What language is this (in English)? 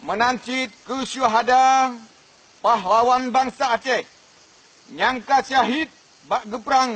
Achinese